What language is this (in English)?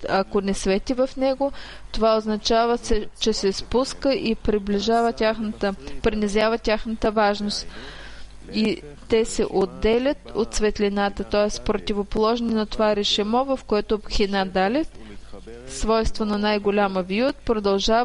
Bulgarian